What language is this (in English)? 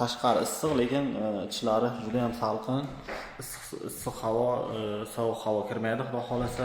Uzbek